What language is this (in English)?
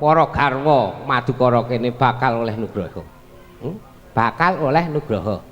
Javanese